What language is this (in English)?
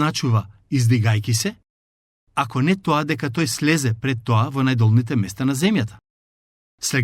Macedonian